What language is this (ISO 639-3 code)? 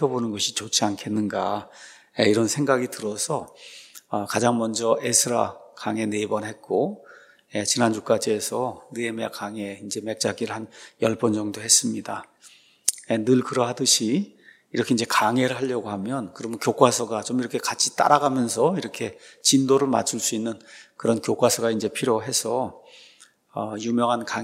kor